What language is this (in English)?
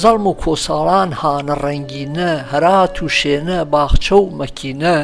Gurani